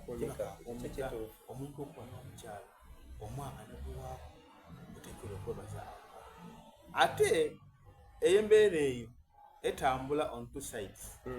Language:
Soga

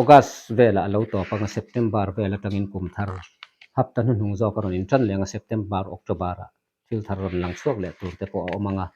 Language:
Mizo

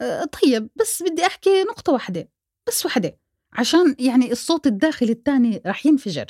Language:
North Levantine Arabic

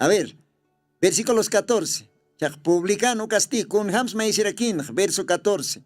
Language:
Aymara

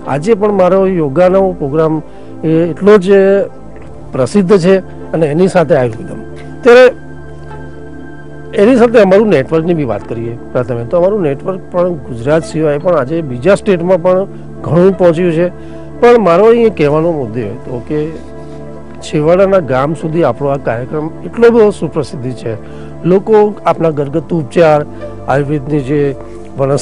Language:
Gujarati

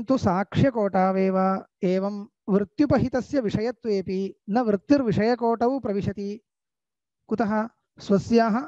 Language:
Sanskrit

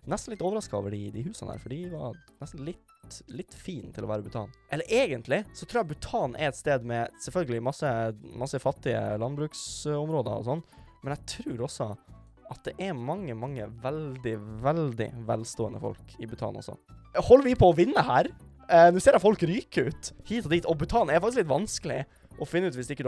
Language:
Norwegian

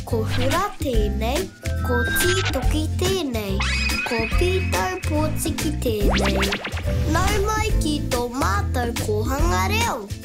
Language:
Māori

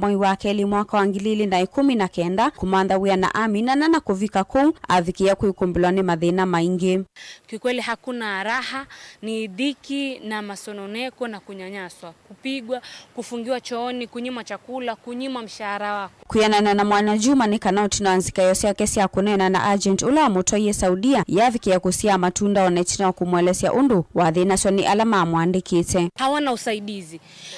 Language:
Kamba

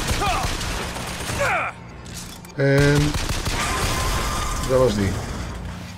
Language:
Dutch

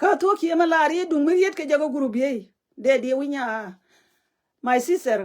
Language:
Nuer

